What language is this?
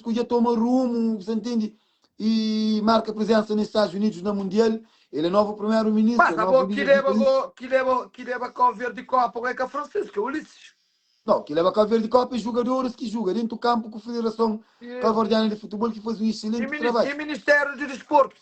Kabuverdianu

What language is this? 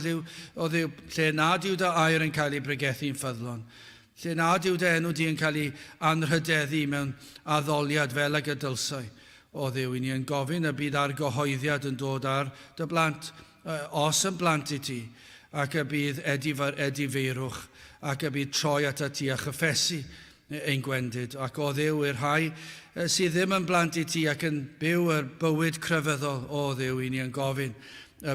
Welsh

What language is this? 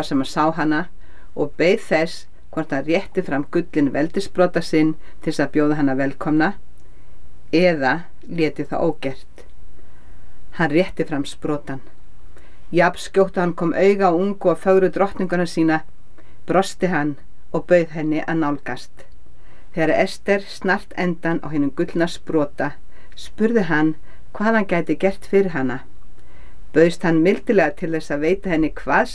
Icelandic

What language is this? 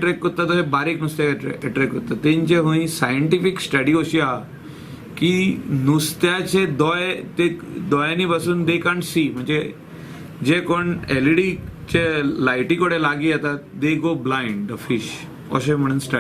Konkani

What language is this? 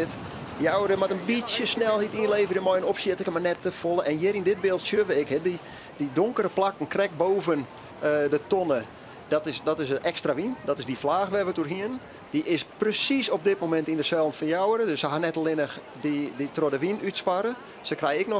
Western Frisian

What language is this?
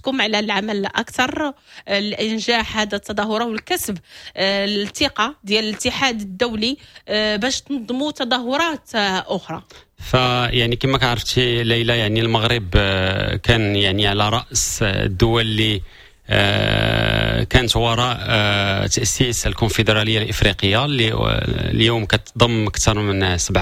Moroccan Arabic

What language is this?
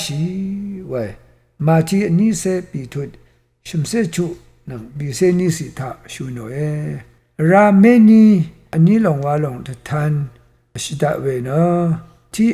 Rawang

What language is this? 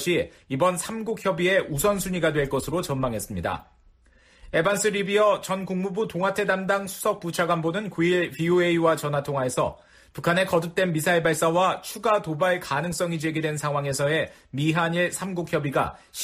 Korean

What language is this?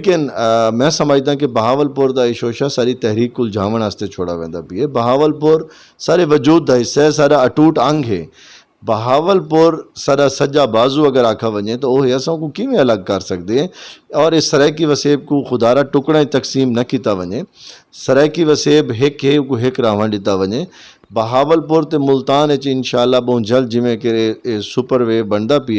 Saraiki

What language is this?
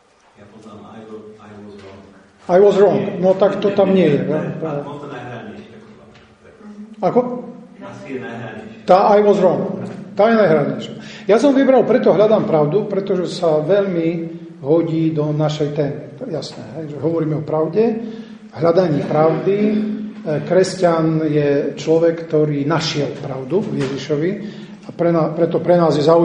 Slovak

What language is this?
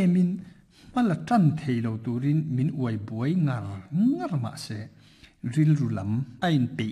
Mizo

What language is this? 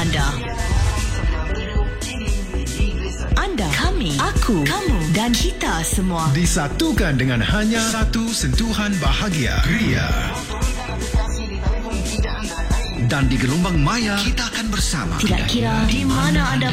Malay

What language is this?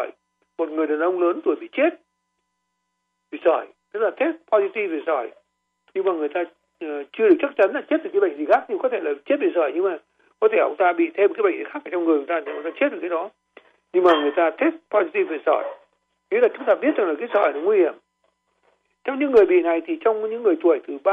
Vietnamese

